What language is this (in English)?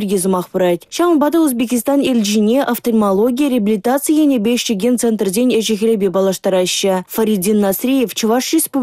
Chuvash